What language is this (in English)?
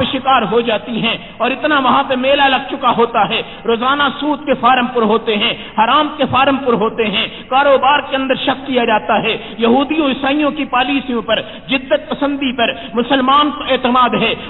Urdu